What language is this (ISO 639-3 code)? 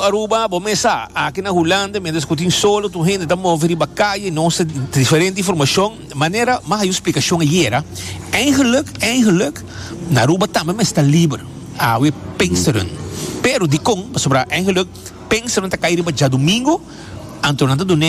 pap